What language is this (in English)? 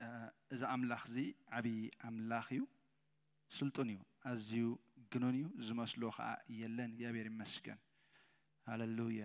Tigrinya